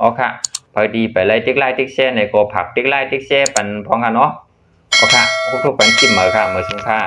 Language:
Shan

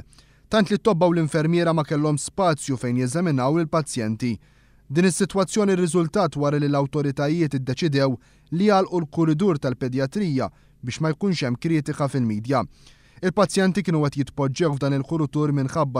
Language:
Maltese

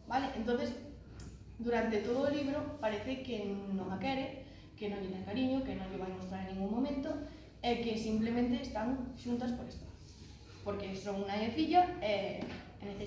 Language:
Galician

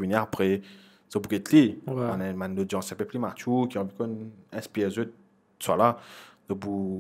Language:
Morisyen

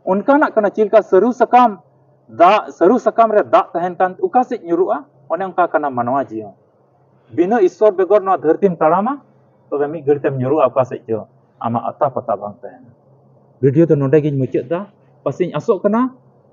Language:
Santali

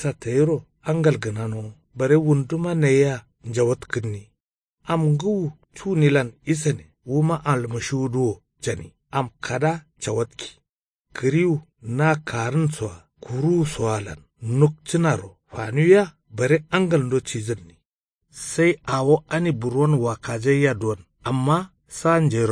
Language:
Kanuri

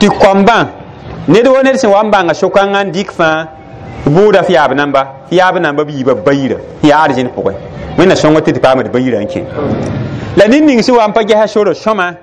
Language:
Mossi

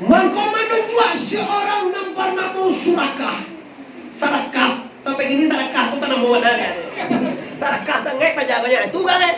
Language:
Minangkabau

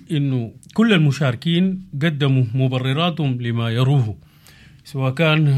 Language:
Sudanese Arabic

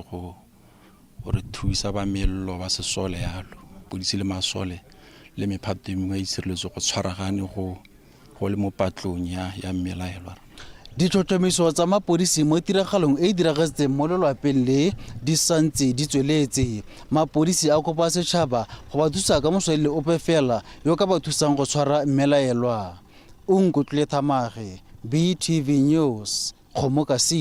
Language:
Tswana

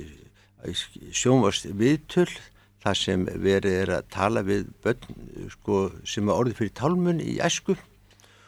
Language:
Icelandic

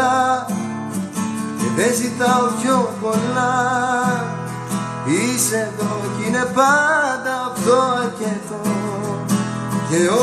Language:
Greek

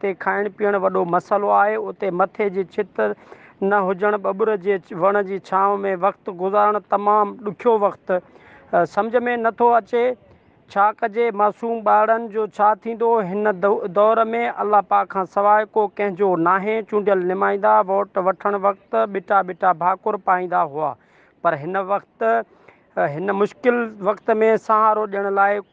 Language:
Sindhi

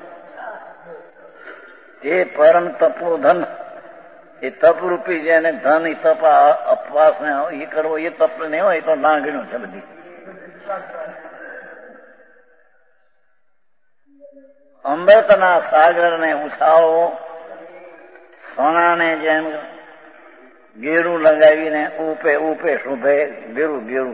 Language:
Gujarati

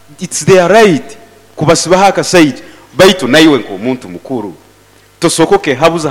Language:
Nyoro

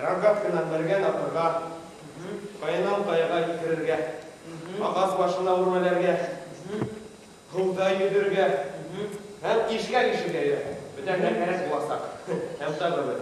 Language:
Bashkir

